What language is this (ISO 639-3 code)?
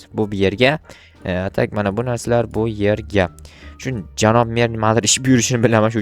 uzb